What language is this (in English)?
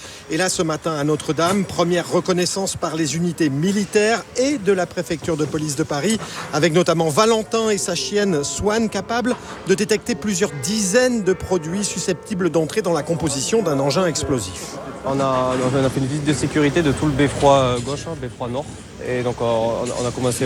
French